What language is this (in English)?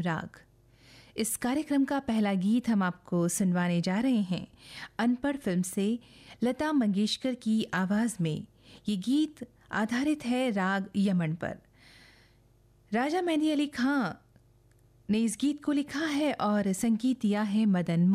Hindi